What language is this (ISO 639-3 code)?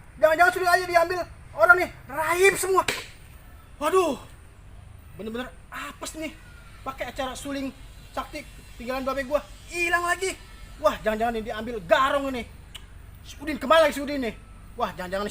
bew